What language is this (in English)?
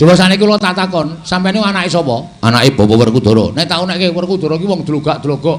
Javanese